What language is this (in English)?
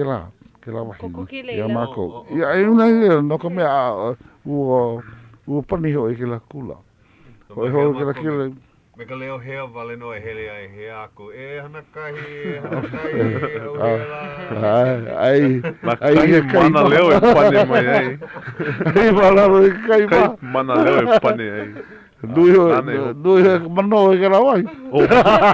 Hawaiian